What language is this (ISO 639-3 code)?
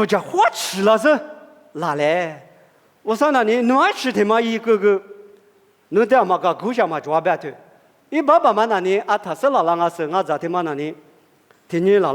lis